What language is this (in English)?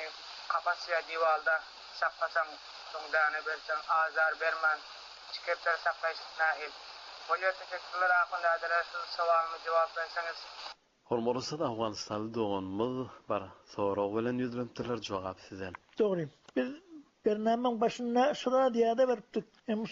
Turkmen